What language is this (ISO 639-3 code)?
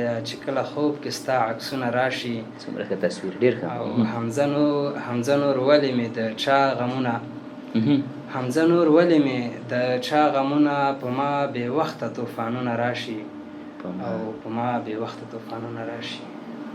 pus